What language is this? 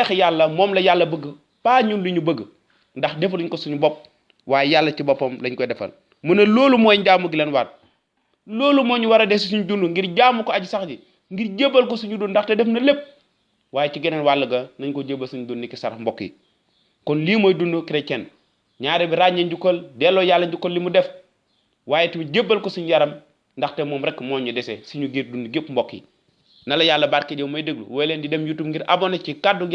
Wolof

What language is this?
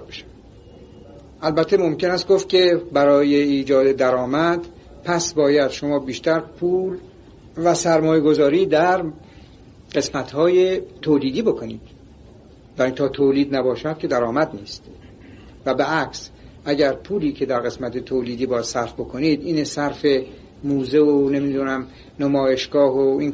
Persian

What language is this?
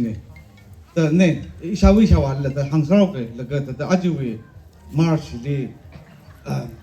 Tangkhul Naga (India)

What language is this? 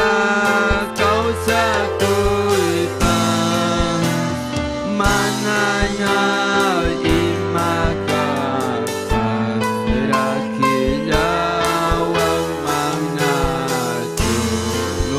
Ayacucho Quechua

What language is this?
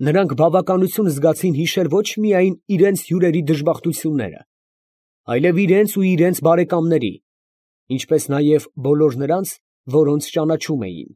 Armenian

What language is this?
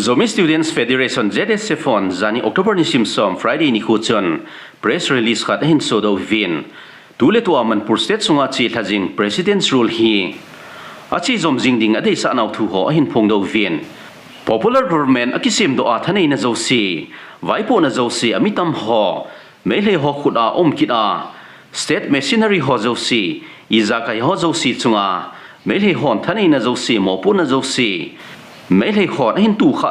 Thado Chin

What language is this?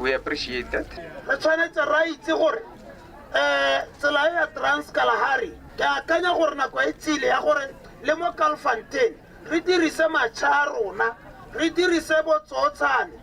Tswana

